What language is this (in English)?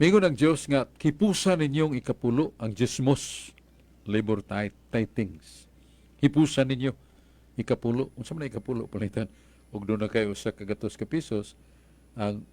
Cebuano